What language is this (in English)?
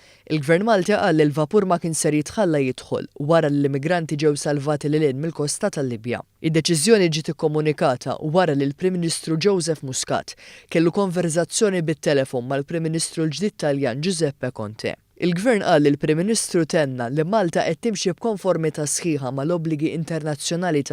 Maltese